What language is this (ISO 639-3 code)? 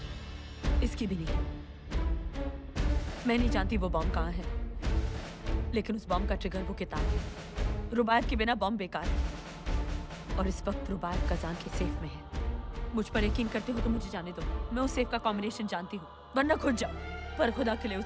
hin